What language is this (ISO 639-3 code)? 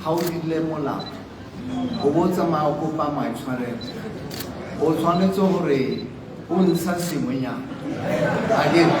tsn